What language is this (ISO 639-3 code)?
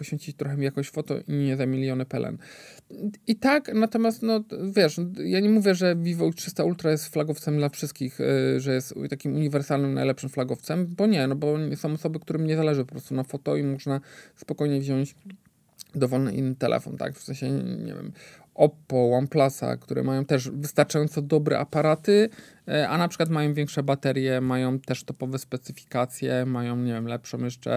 pol